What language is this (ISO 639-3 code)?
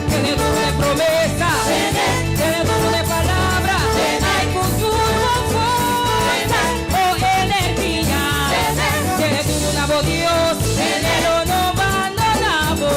pap